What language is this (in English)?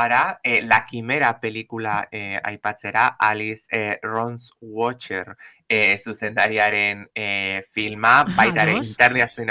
Basque